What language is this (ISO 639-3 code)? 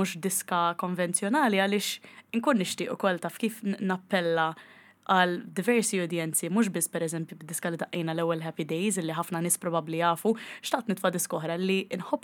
mlt